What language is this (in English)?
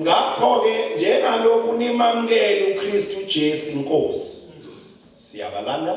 Zulu